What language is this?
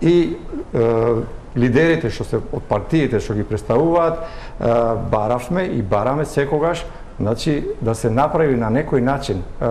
Macedonian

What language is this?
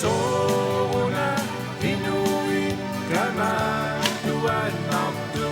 Kalaallisut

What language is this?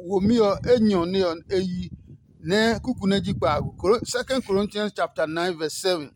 Adangme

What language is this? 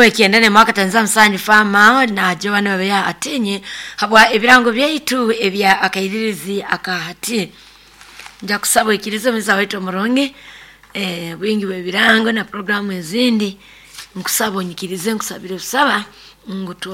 Nyoro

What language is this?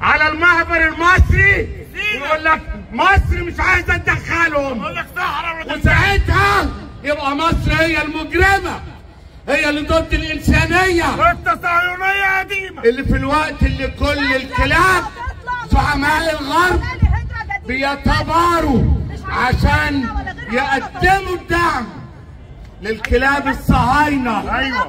Egyptian Arabic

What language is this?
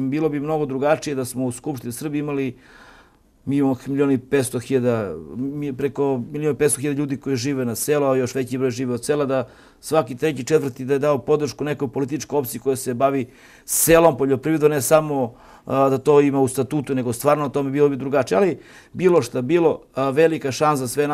Serbian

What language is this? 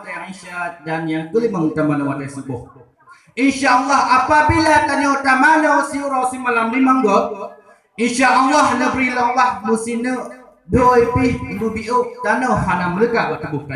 Achinese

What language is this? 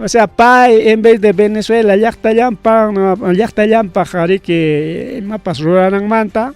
Ayacucho Quechua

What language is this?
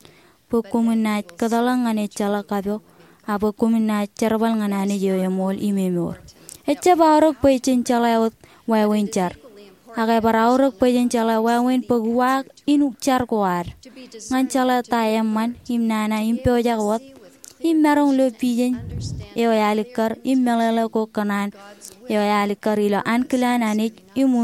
Marshallese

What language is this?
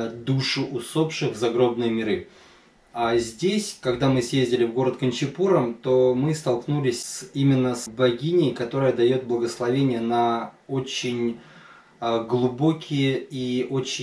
Russian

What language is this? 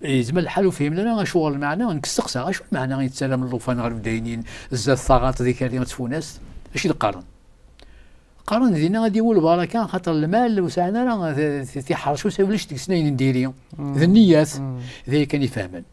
Kabyle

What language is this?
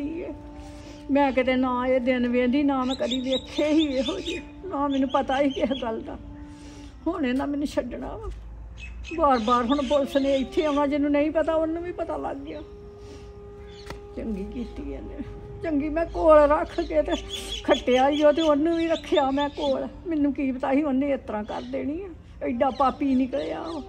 Punjabi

